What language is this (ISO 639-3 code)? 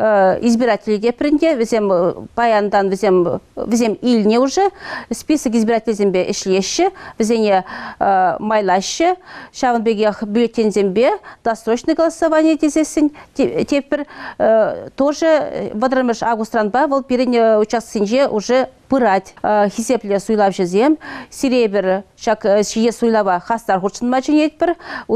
chv